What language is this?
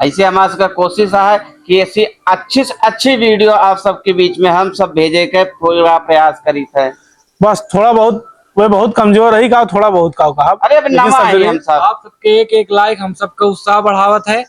Awadhi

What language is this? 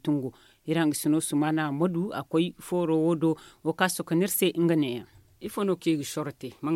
Zarma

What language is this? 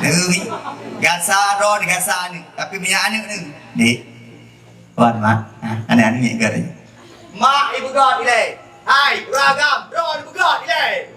Achinese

